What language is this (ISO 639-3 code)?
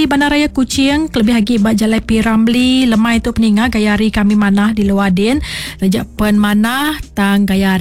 iba